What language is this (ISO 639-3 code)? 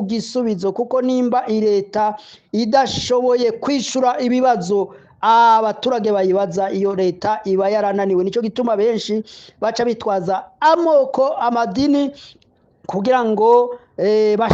run